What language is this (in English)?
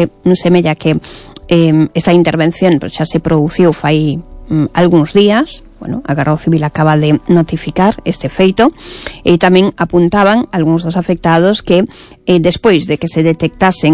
Galician